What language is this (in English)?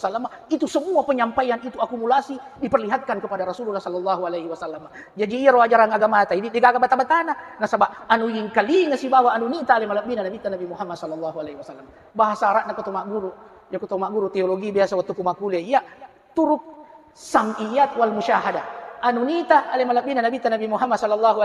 Buginese